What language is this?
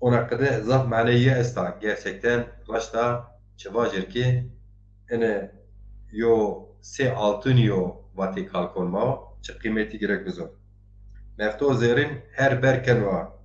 Zaza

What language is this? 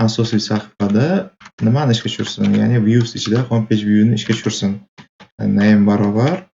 Uzbek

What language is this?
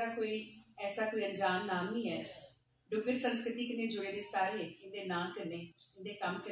Dogri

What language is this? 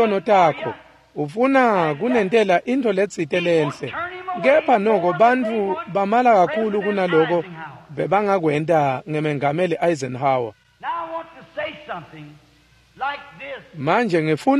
Swati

